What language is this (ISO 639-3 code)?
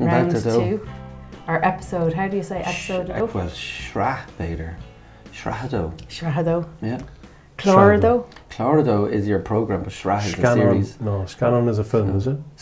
gle